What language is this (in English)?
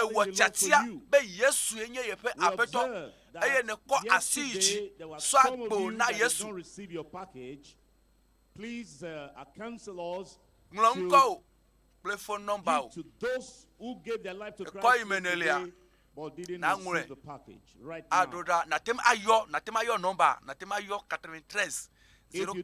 Ewe